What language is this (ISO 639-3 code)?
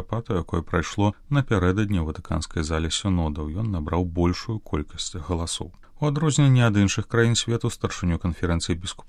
bel